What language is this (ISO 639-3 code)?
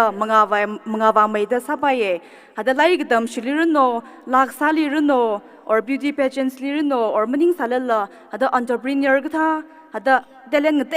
nmf